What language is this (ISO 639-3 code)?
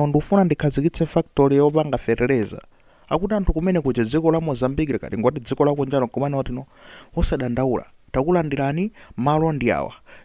nya